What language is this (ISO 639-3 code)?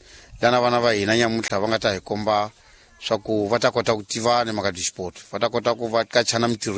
tso